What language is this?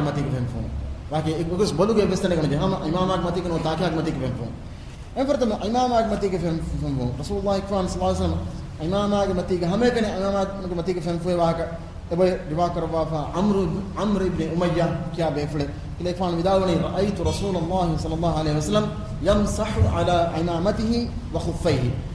Divehi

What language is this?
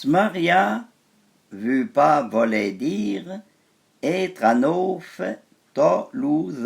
Arpitan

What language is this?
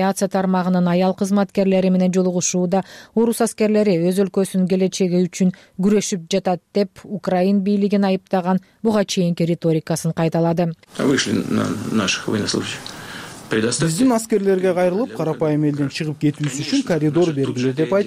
Kyrgyz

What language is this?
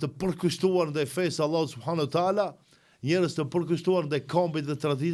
Albanian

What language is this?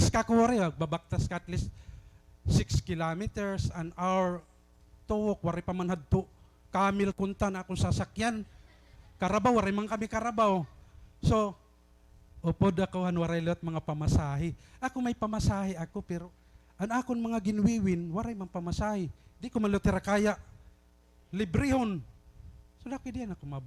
Waray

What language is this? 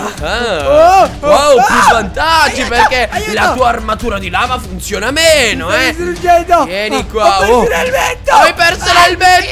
Italian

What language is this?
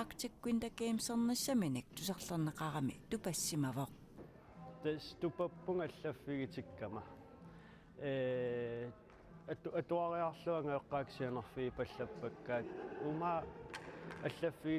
Kalaallisut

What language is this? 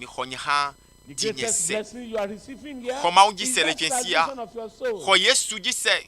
Ewe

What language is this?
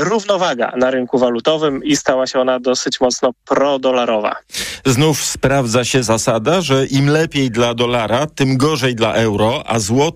Polish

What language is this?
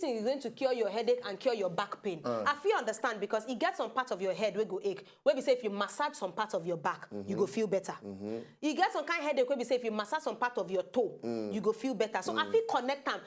Nigerian Pidgin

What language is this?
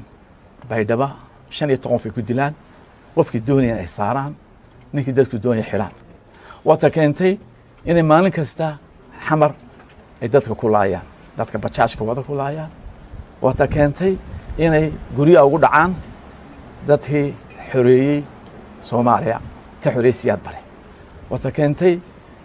Somali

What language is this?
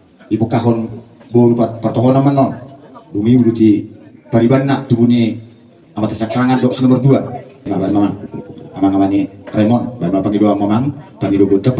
Batak Toba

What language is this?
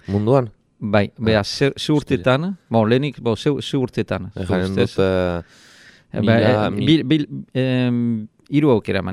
Basque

